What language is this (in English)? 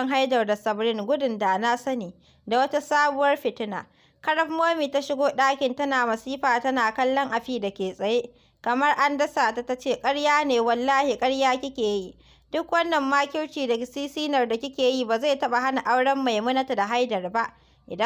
Hausa